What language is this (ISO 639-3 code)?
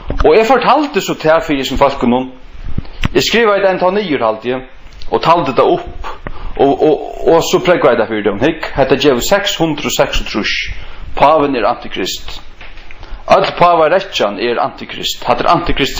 fao